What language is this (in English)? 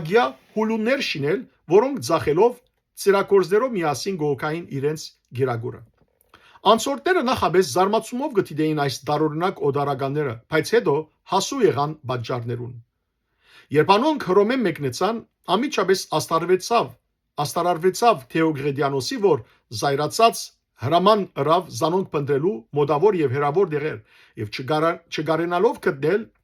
Western Armenian